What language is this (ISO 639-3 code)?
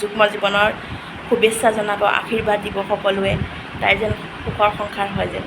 asm